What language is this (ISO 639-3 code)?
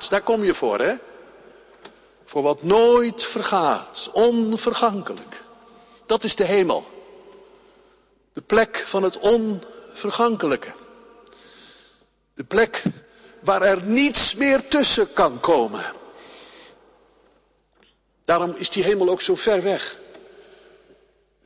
nld